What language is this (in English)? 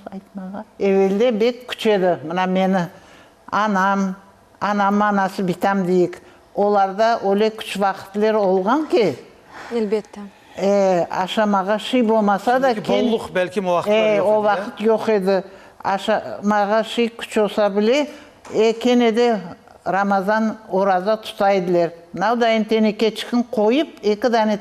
Crimean Tatar